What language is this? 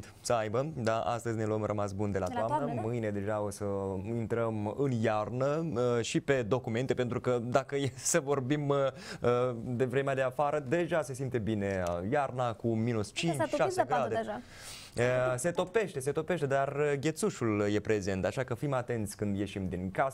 Romanian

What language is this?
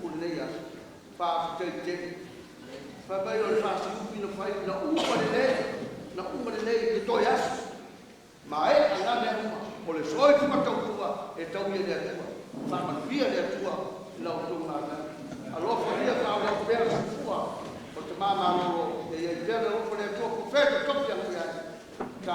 Samoan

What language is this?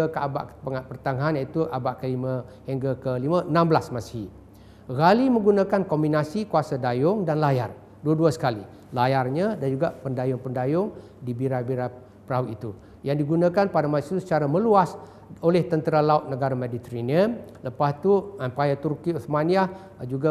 Malay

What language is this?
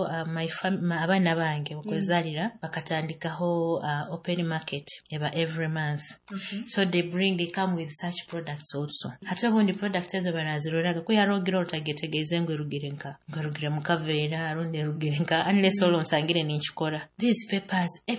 Nyoro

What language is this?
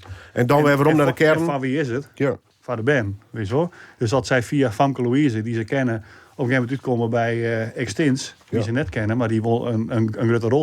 Western Frisian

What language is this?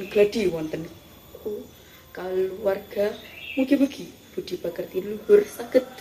Javanese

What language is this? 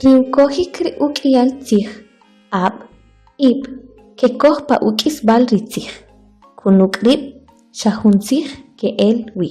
Kʼicheʼ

